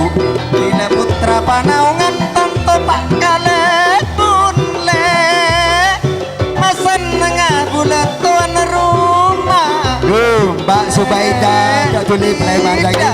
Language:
Madurese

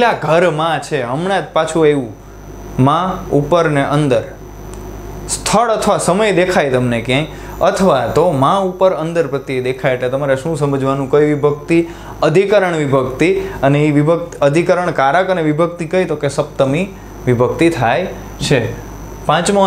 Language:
Gujarati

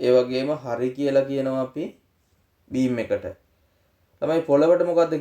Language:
Sinhala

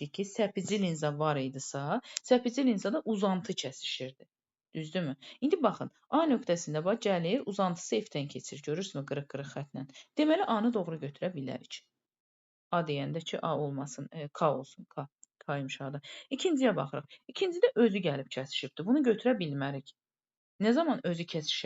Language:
Azerbaijani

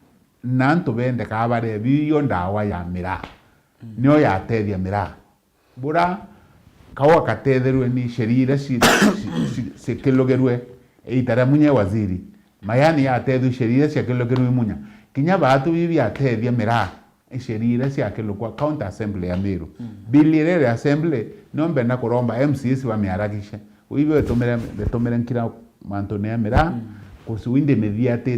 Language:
Meru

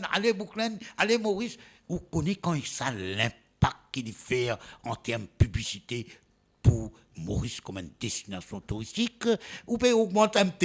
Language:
Morisyen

